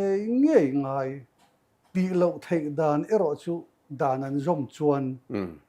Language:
Mizo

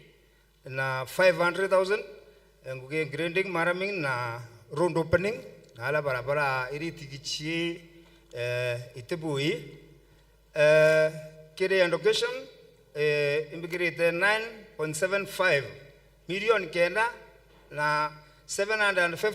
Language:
Meru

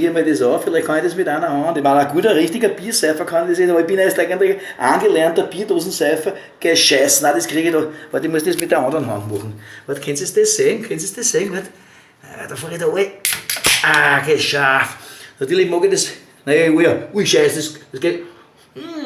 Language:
Bavarian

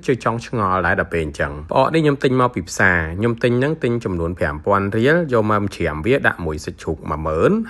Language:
Khmer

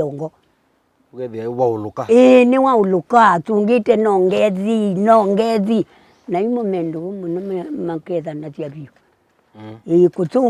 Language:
Kamba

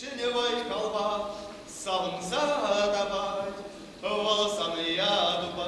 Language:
Chuvash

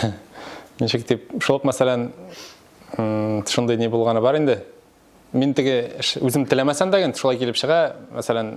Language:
Tatar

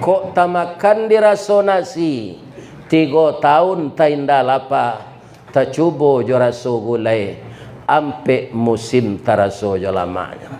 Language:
Minangkabau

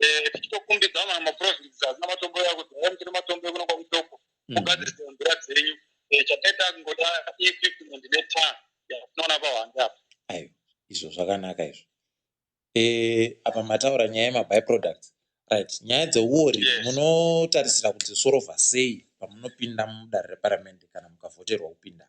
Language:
Ndau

